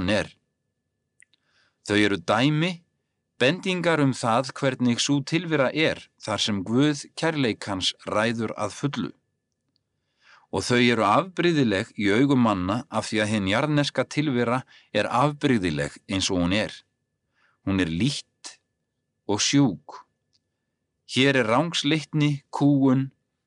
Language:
Icelandic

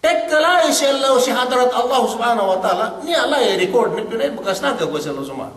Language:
Yakan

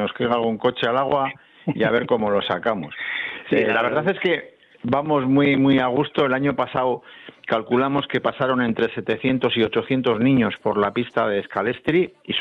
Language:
Spanish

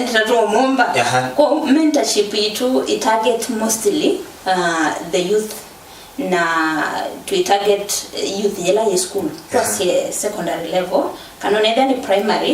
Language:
Kamba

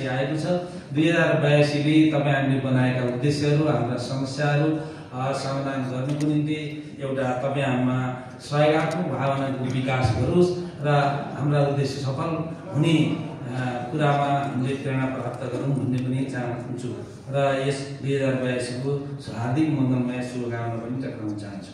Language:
Nepali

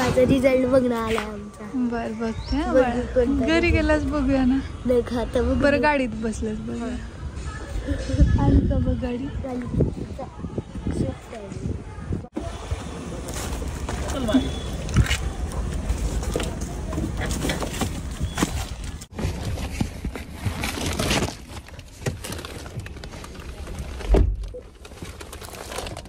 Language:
Marathi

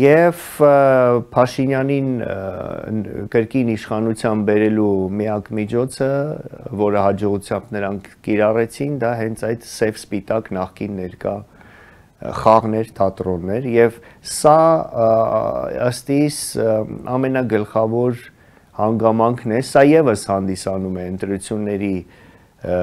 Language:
Armenian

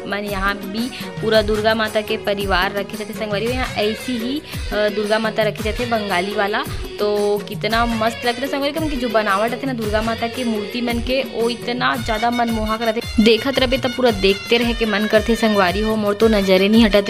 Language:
Chhattisgarhi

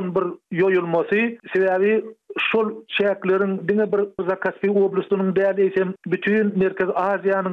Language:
Turkmen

